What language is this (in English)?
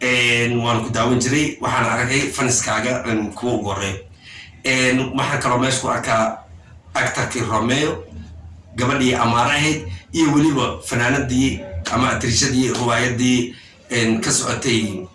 Somali